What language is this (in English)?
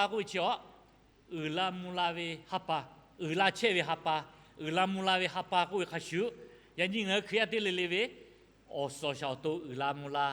Lahu